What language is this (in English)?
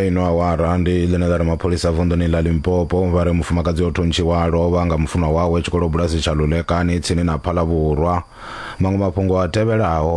Venda